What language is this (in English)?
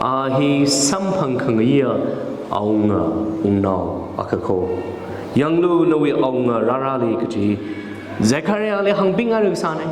Tangkhul Naga (India)